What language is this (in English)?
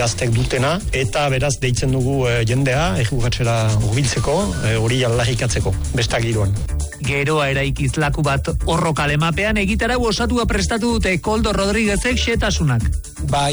Basque